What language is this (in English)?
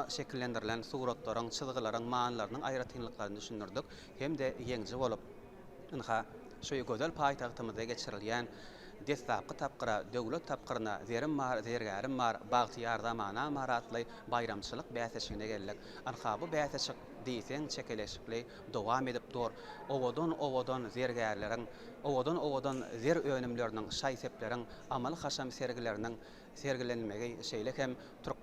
Turkmen